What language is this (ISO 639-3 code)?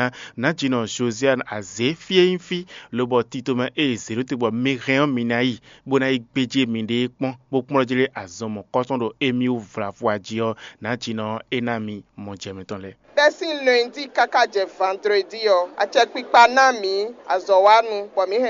fon